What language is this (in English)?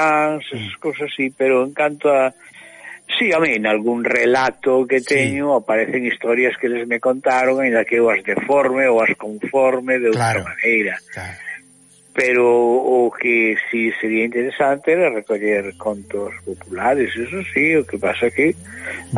Galician